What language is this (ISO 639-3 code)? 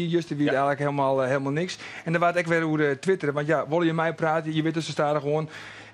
fry